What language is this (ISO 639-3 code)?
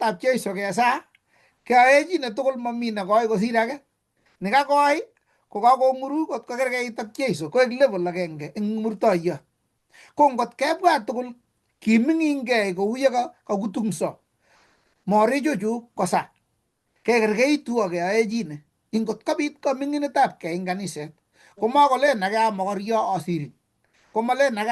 kln